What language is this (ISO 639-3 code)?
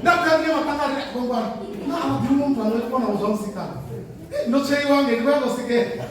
ven